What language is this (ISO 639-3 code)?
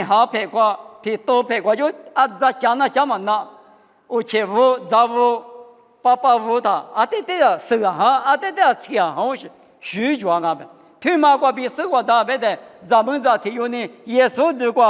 lis